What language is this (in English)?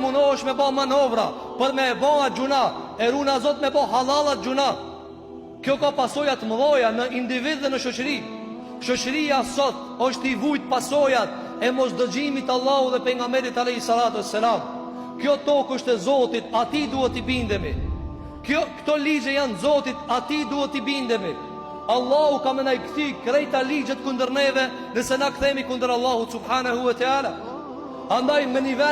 Albanian